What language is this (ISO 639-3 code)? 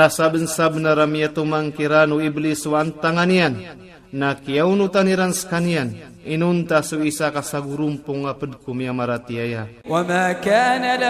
ilp